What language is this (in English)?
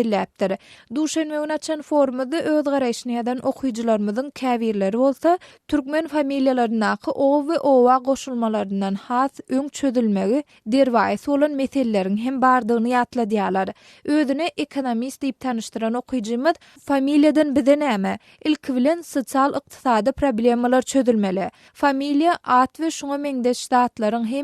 Turkmen